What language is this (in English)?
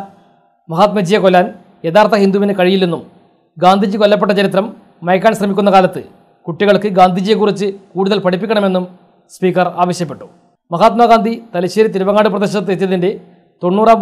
Malayalam